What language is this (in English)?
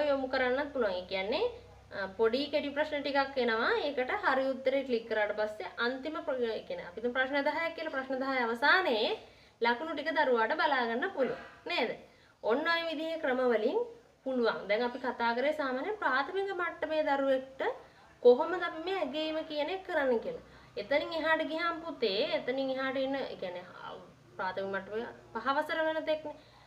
Sinhala